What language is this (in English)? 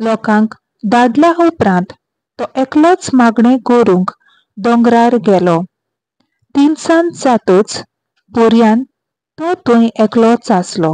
Konkani